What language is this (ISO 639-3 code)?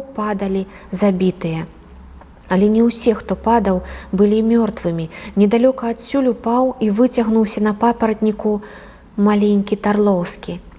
bel